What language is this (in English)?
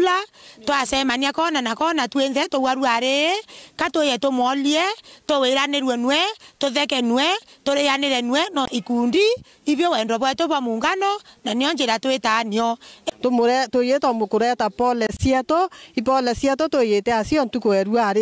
Meru